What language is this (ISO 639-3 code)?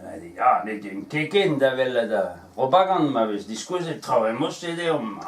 bre